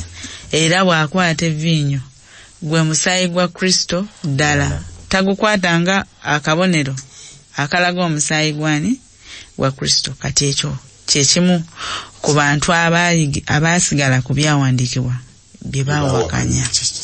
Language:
Ganda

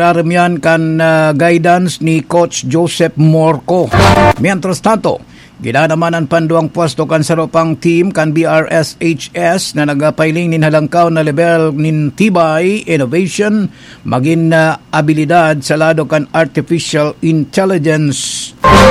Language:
Bikol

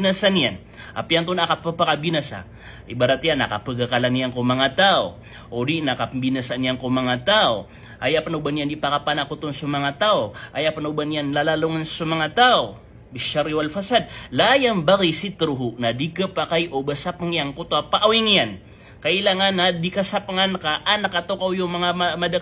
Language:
Maranao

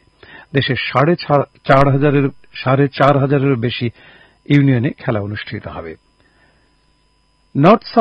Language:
Bangla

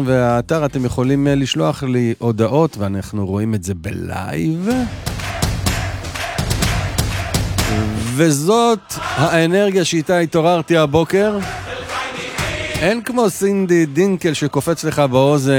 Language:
Hebrew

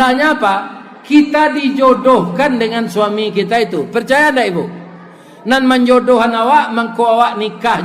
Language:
Minangkabau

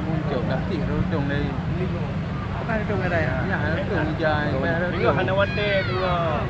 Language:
Achinese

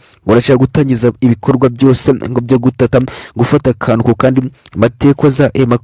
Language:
Kinyarwanda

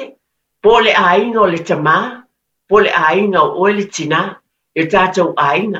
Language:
Samoan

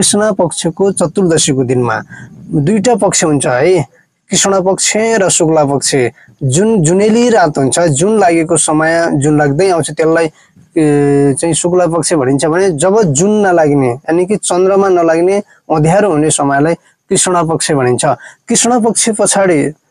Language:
Nepali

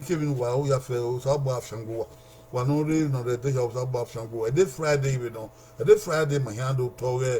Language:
Bini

